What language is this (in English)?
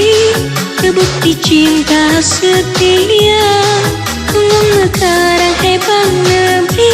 Achinese